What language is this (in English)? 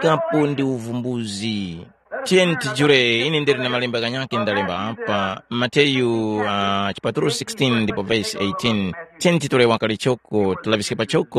Tumbuka